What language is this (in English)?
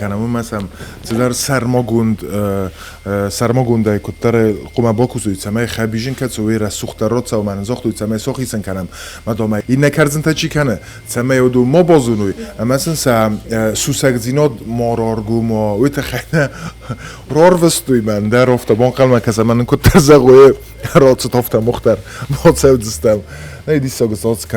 Ossetic